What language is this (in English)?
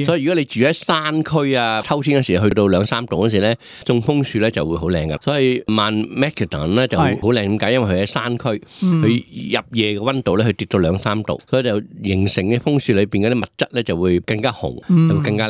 Cantonese